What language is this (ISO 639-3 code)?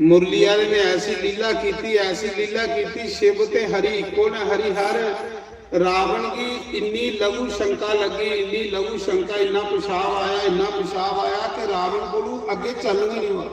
doi